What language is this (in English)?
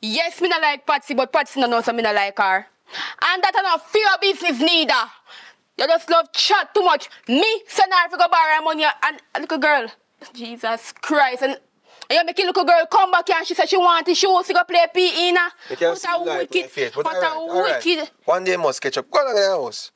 Jamaican Creole English